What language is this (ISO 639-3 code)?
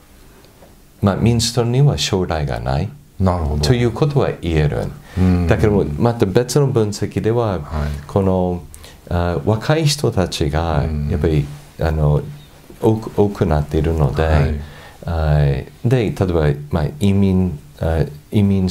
jpn